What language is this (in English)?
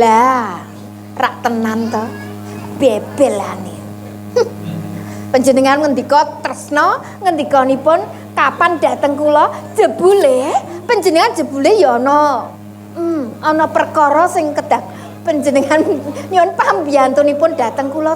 Javanese